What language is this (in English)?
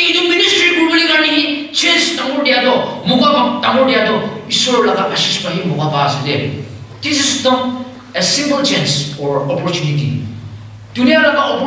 Naga Pidgin